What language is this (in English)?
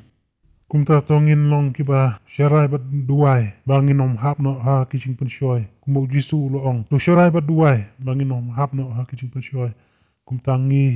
Khasi